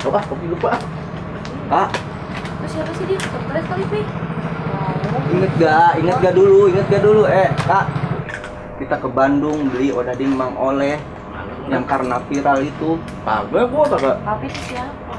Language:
Betawi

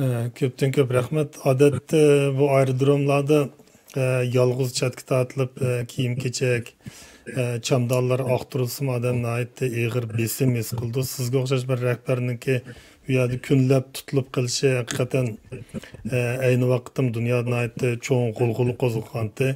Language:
Uyghur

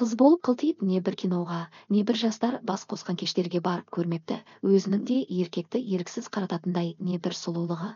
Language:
Kazakh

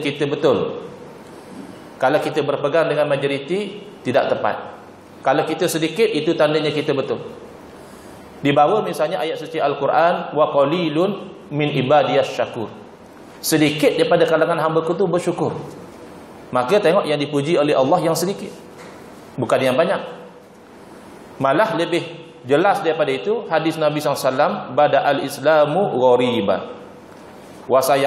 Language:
Malay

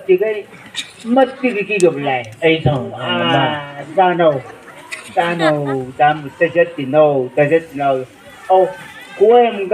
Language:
Chang Naga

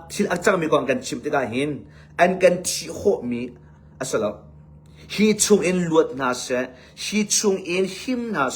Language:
Hakha Chin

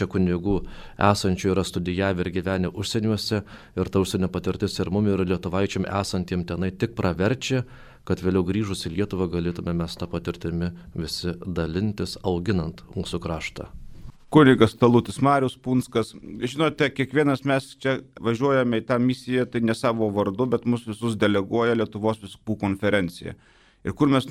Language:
Lithuanian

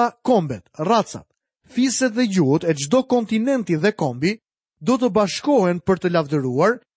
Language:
Albanian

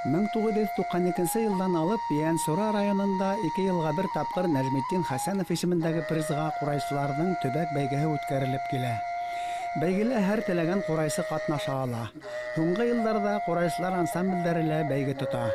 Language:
Bashkir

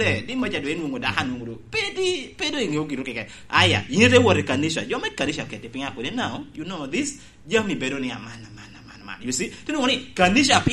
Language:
Lango (Uganda)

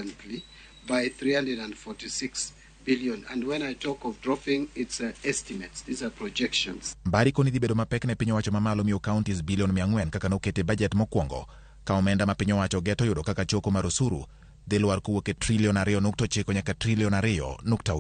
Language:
Luo (Kenya and Tanzania)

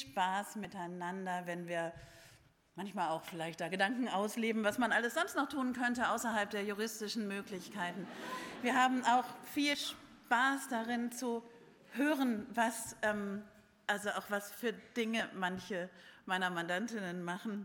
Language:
German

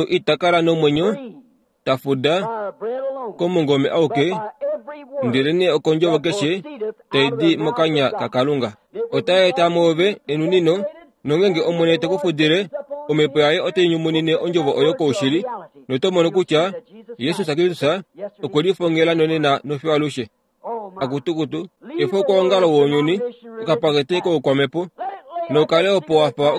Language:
Kuanyama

